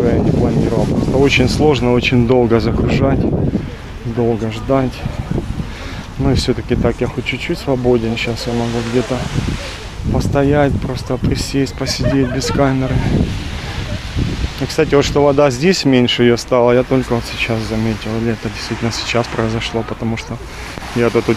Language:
Russian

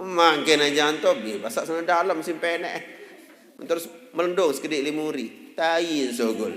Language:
Sasak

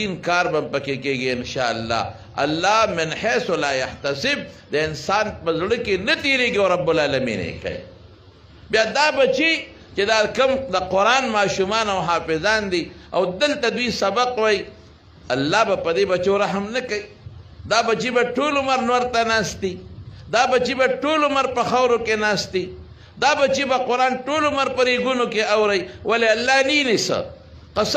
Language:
Pashto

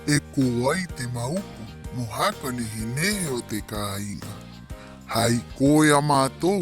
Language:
Rapanui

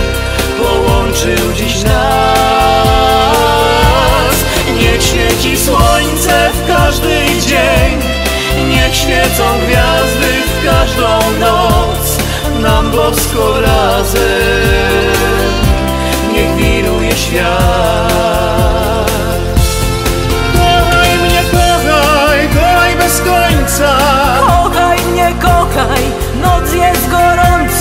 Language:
Polish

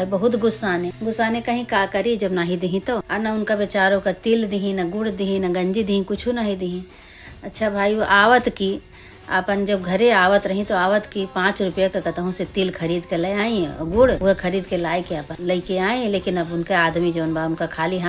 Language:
Awadhi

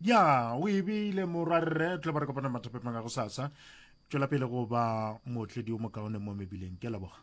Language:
Northern Sotho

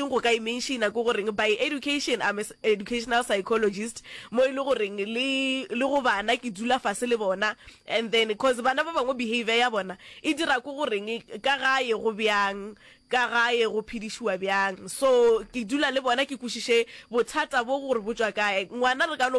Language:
Northern Sotho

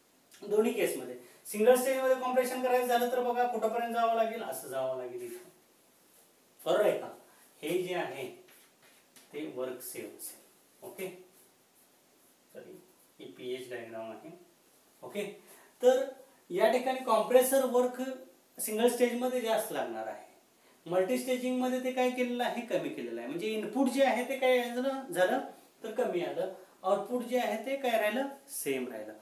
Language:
Marathi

